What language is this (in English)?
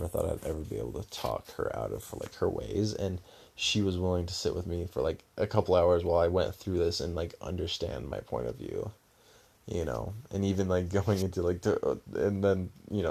English